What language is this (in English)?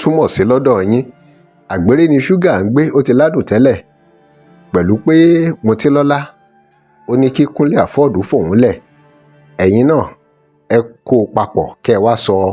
Yoruba